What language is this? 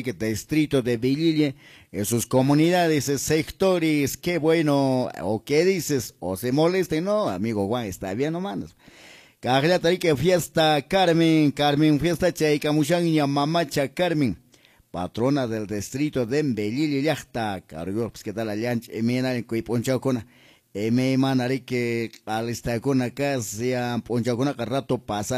Quechua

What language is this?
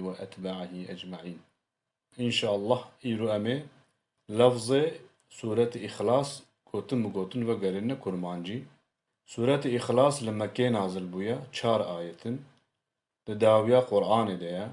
Kurdish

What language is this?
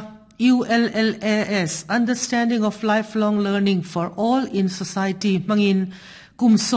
Mizo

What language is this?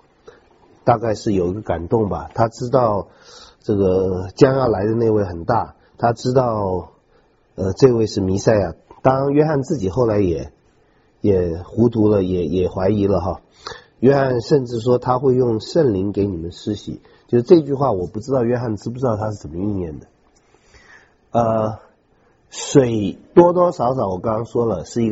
Chinese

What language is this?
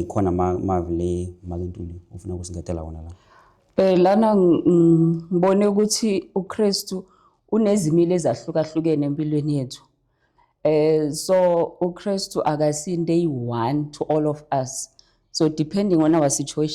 Zulu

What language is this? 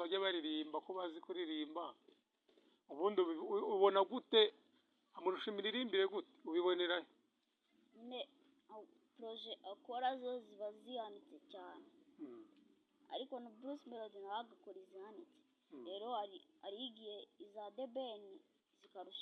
Kinyarwanda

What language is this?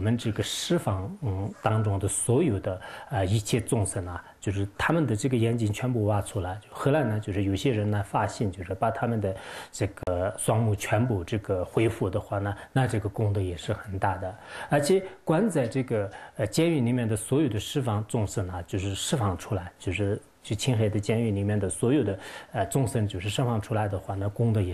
Chinese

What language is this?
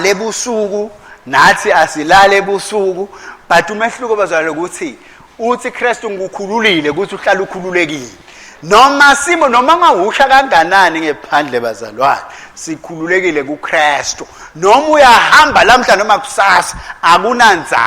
Swati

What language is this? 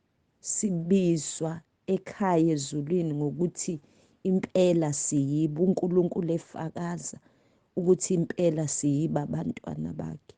Zulu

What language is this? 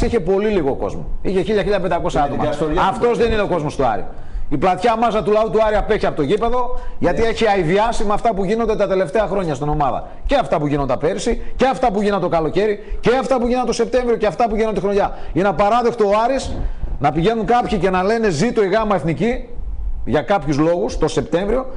Greek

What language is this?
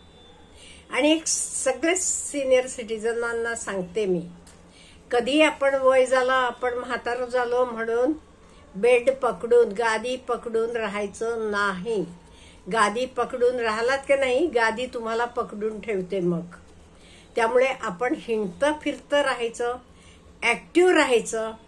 Marathi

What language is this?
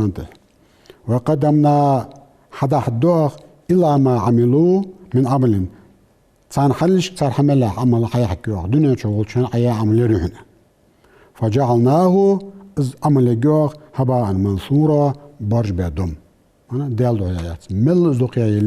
Ingush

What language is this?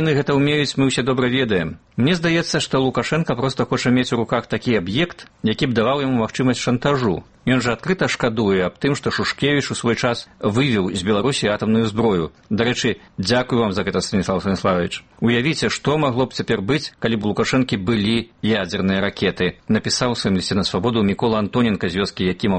Belarusian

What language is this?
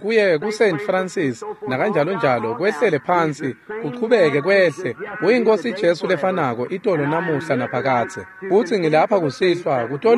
Swati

